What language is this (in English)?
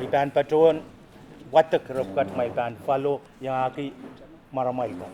Pohnpeian